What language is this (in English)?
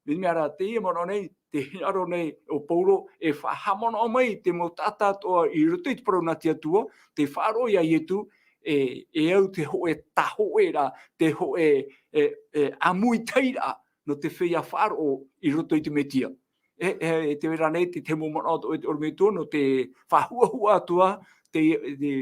Tahitian